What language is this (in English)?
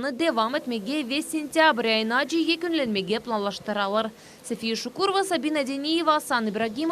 Crimean Tatar